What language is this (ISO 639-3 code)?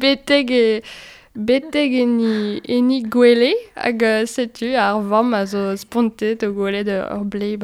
bre